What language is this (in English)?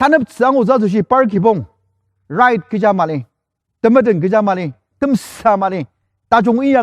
Ao Naga